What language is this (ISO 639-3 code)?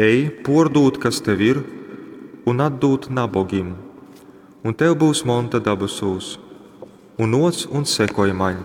ltg